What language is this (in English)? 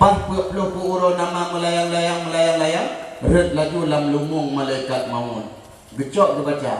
Achinese